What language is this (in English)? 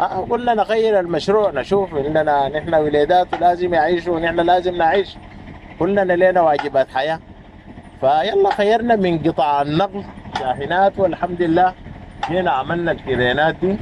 Sudanese Arabic